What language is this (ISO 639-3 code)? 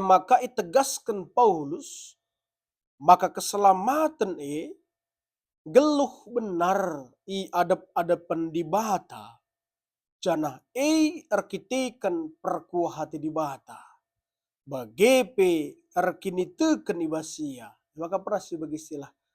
btx